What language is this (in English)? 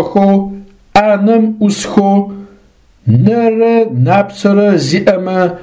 Adyghe